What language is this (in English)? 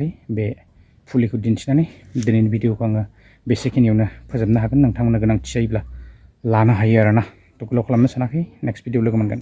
Bodo